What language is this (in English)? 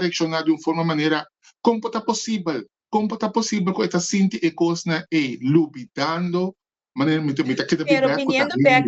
Papiamento